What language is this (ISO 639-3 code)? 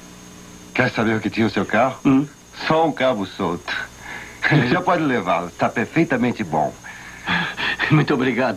por